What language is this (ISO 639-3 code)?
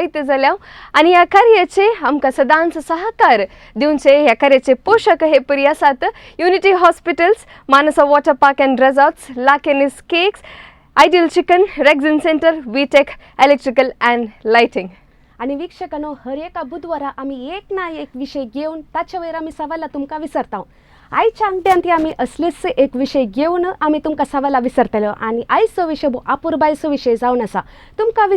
kok